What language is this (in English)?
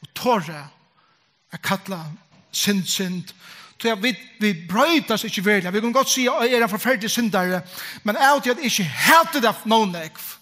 Faroese